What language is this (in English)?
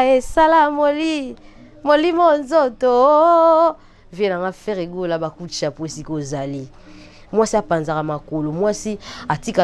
Lingala